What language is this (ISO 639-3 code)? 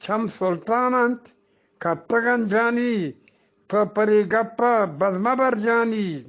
bgp